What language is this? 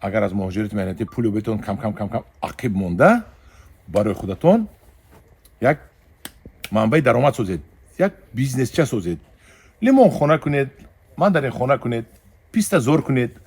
Tajik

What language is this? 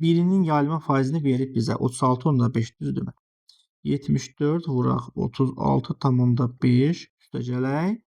Azerbaijani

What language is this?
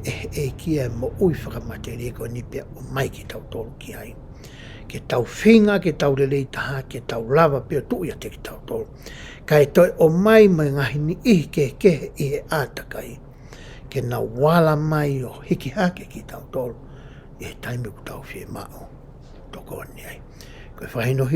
Tongan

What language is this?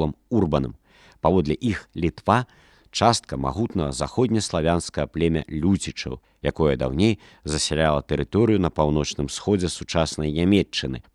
Belarusian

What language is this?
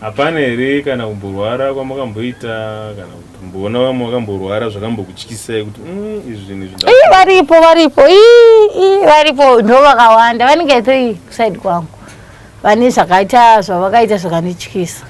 Shona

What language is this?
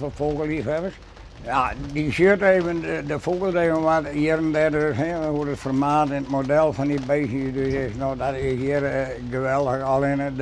Western Frisian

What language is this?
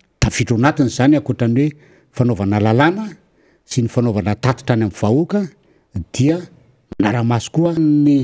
Malagasy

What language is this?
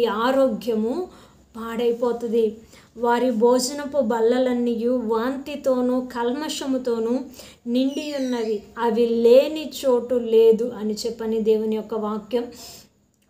Telugu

